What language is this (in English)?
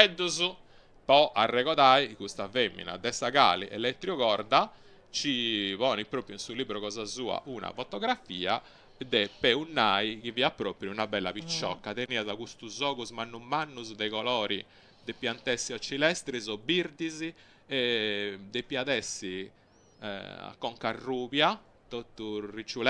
Sardinian